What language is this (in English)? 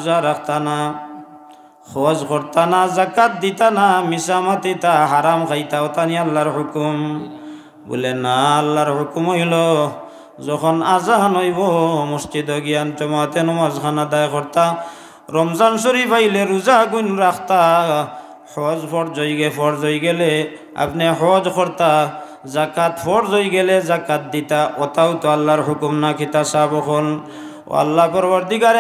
Sylheti